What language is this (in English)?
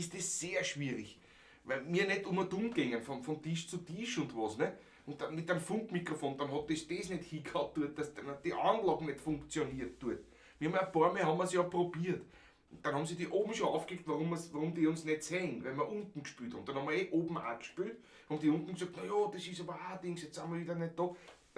Bavarian